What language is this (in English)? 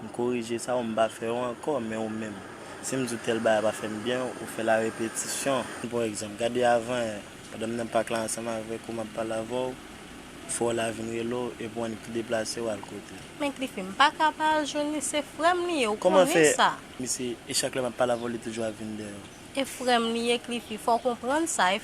Haitian Creole